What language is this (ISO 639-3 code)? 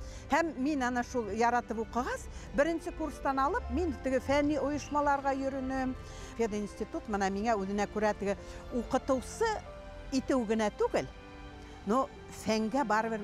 bak